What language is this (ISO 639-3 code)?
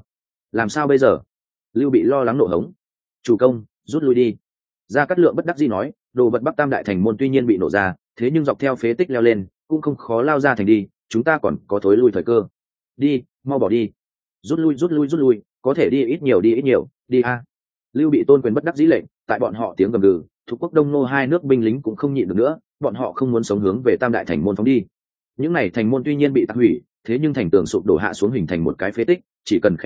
vie